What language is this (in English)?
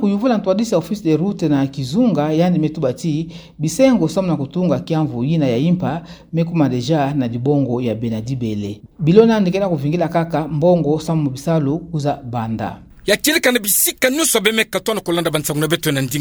Kituba (Democratic Republic of Congo)